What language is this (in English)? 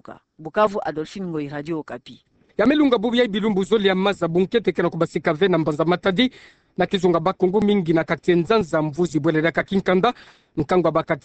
Kituba (Democratic Republic of Congo)